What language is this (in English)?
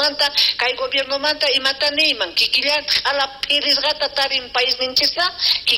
South Bolivian Quechua